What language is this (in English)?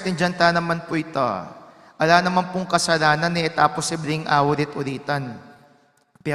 Pampanga